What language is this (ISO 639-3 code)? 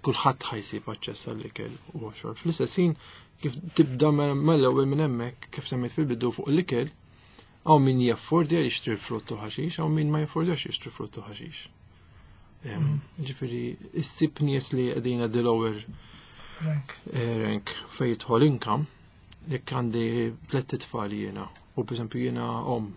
mlt